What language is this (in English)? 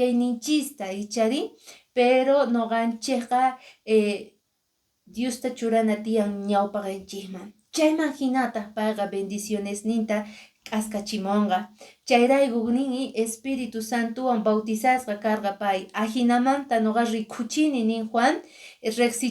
Quechua